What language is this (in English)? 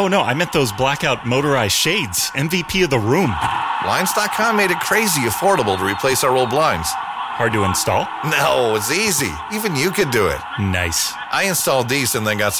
English